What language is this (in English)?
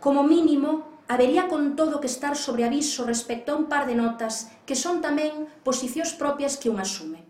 Galician